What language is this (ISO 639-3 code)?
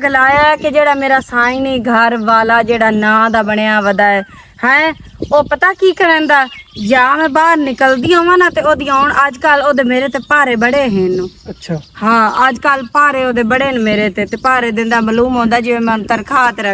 lah